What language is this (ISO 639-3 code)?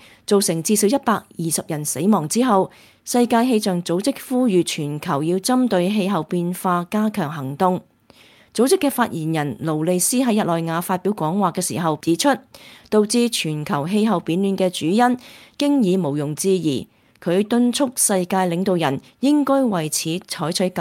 yue